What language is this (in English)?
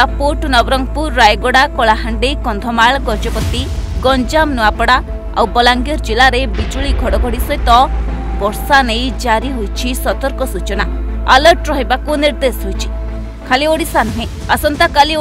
Odia